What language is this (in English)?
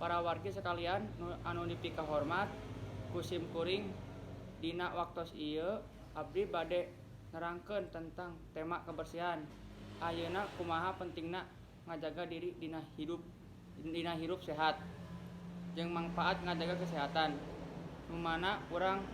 Sundanese